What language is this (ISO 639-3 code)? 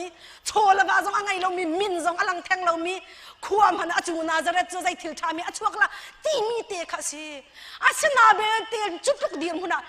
cnh